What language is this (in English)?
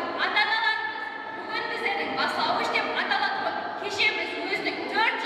Kara-Kalpak